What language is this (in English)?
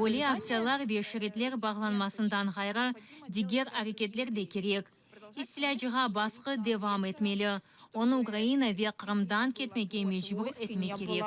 Crimean Tatar